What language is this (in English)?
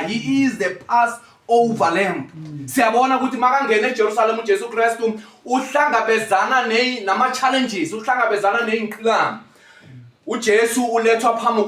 Zulu